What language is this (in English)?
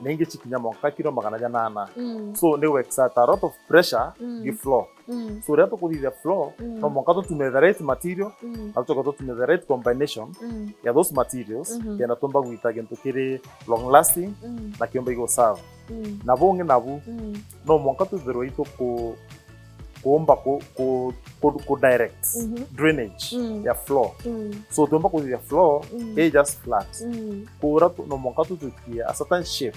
Meru